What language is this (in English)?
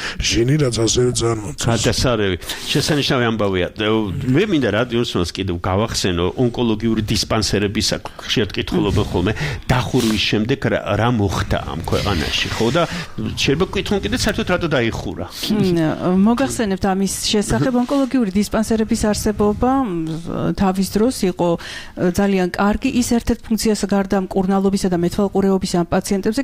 Georgian